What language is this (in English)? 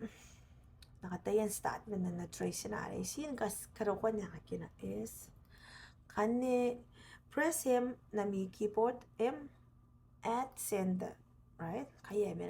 Gilbertese